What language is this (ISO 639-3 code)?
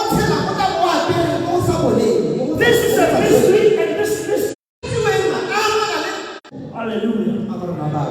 tsn